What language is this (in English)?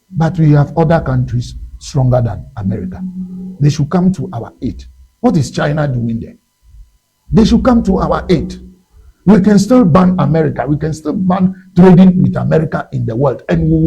Ewe